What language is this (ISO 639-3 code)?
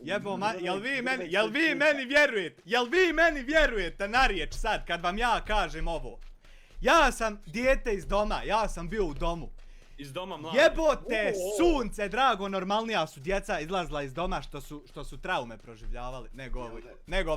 bos